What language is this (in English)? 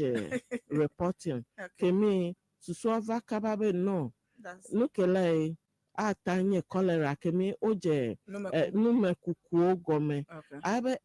Ewe